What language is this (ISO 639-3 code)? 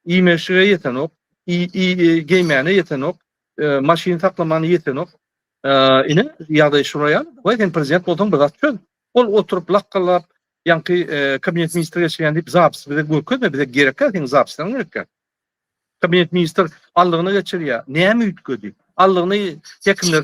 tuk